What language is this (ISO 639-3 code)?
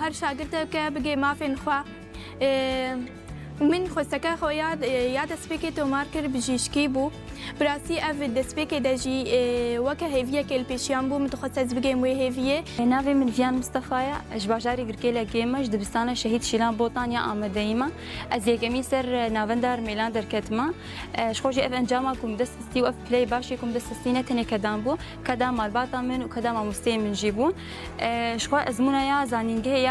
kur